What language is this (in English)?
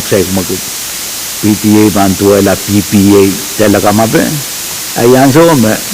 Pohnpeian